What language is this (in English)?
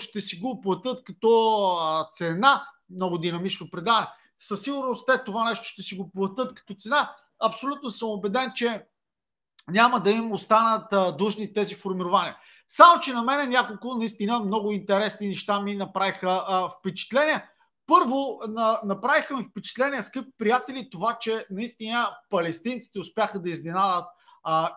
Bulgarian